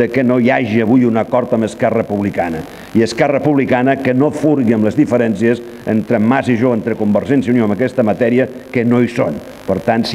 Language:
Catalan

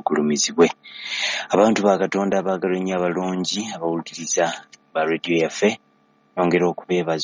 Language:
Ganda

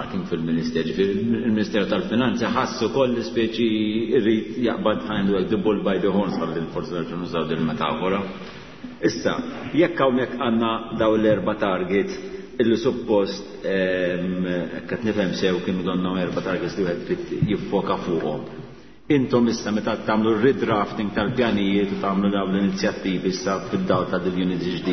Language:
Maltese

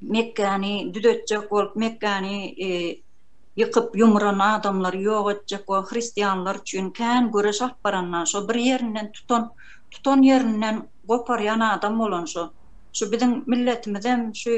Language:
Turkmen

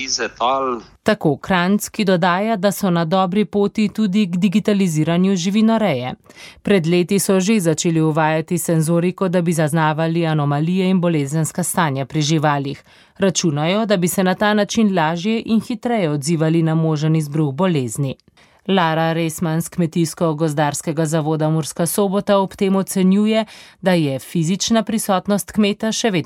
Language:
Slovenian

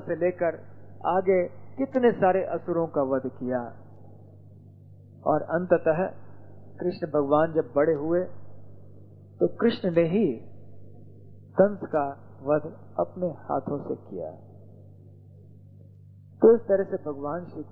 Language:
Hindi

